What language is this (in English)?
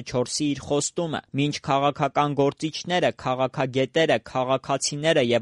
Armenian